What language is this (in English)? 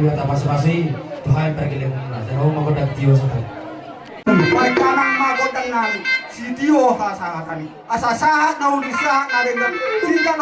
Batak Toba